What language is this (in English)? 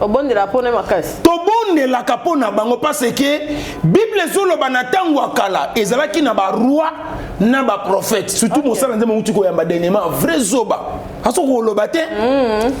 Lingala